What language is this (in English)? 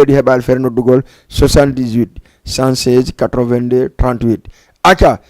Fula